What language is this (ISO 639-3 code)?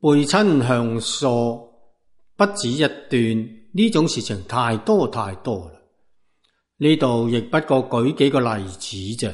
yue